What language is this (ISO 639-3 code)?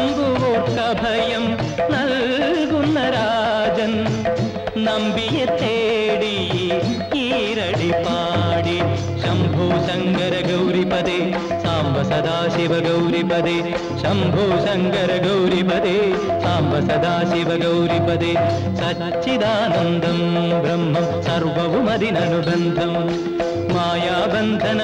mal